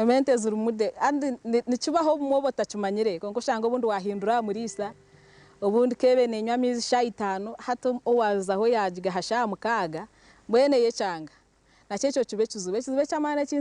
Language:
Nyankole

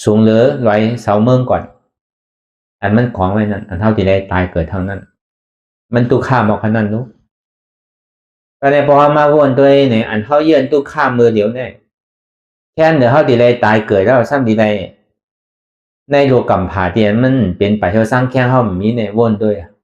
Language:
Shan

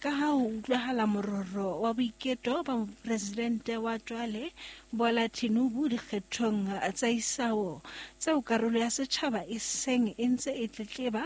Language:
Southern Sotho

